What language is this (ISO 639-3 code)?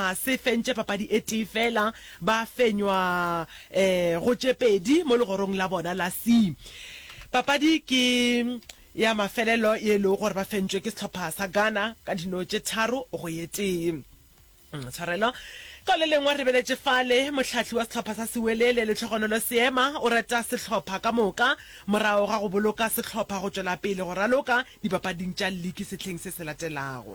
nso